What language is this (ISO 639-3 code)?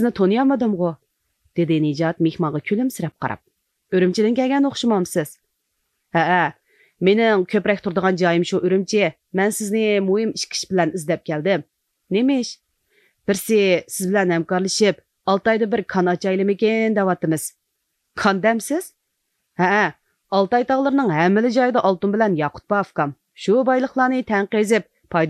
uig